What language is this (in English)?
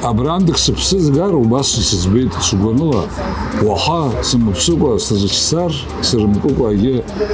Abkhazian